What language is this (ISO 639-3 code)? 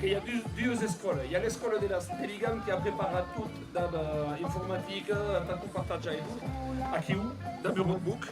oci